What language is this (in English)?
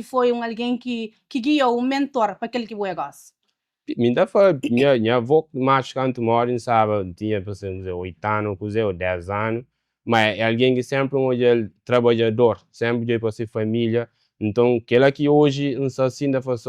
Kabuverdianu